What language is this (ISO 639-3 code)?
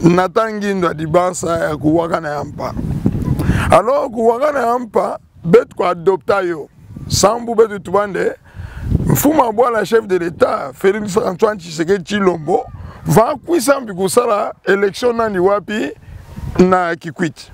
ktu